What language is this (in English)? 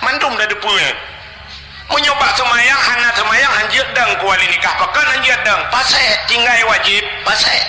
Achinese